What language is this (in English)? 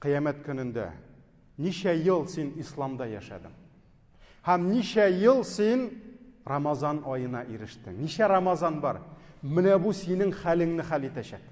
Tatar